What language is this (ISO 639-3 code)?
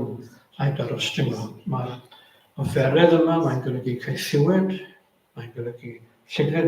cym